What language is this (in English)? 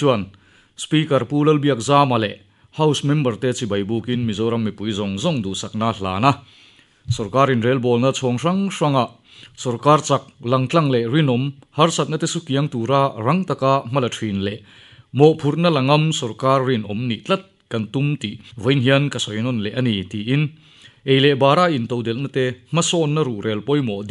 Mizo